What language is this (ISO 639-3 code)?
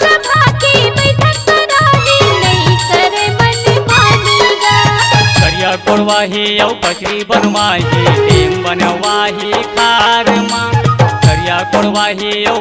hne